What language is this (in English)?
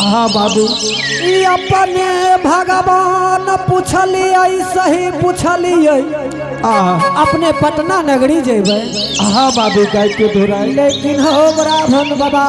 Angika